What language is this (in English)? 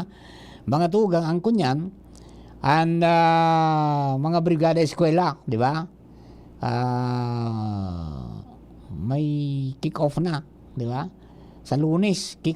Bikol